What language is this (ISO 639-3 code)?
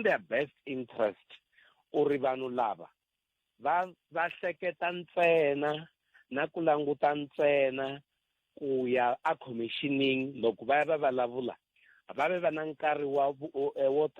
tso